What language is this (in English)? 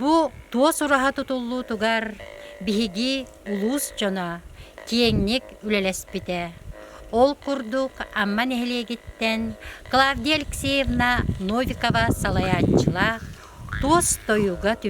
Yakut